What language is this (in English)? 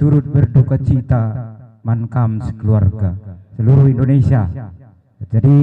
Batak Karo